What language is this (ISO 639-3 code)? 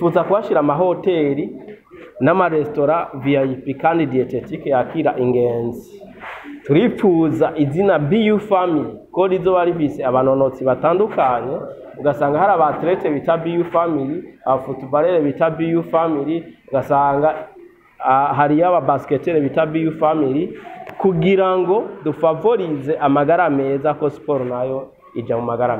run